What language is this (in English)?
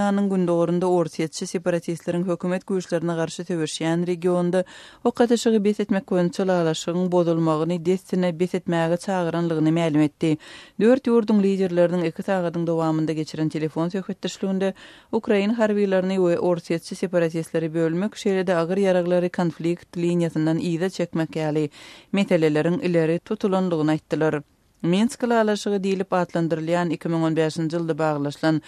Turkmen